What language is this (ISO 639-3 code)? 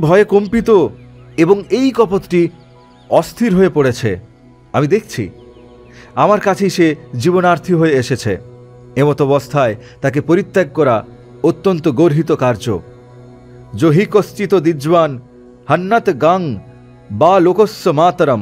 ben